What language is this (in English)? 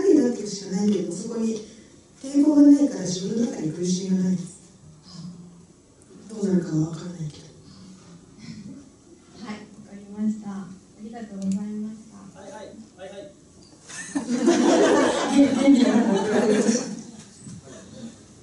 Japanese